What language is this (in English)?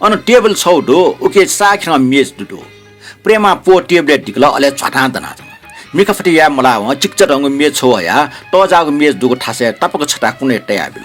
Newari